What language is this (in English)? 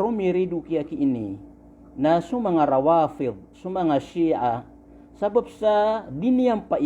Maranao